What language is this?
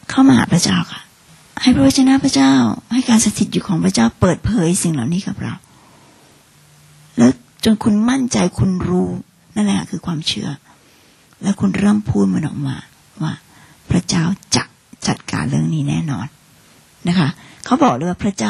Thai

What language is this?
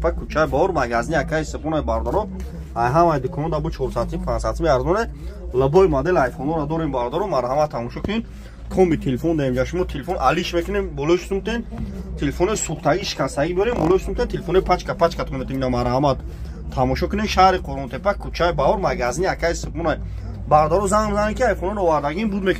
Tajik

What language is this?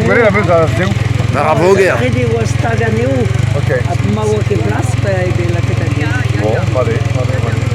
Breton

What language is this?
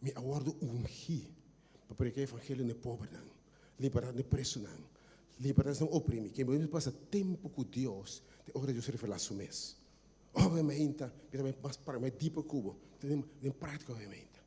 Papiamento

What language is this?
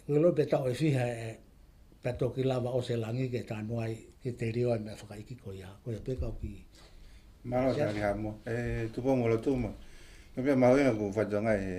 Tongan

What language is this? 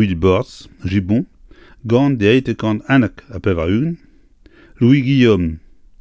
Breton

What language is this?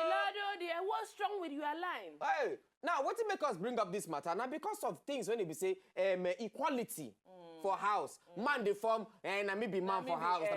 Nigerian Pidgin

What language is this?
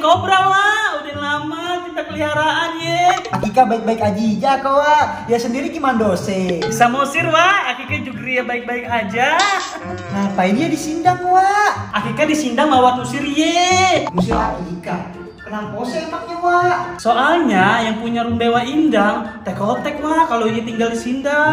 Betawi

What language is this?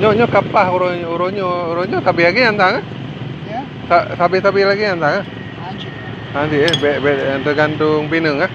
Achinese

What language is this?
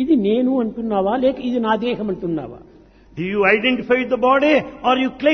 Telugu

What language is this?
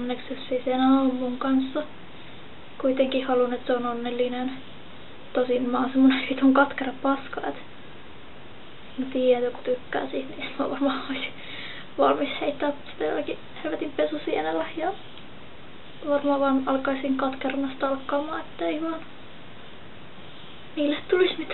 Finnish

